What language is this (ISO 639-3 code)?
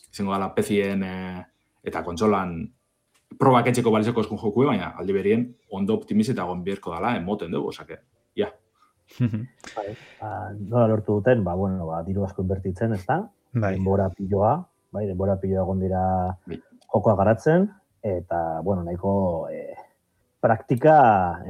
eus